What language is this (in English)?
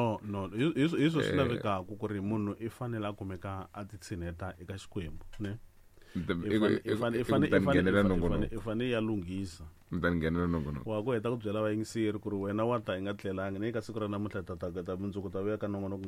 Tsonga